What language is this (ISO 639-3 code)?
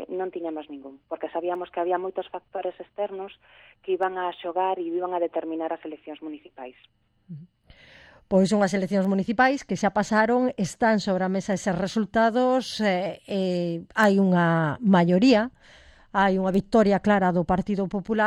glg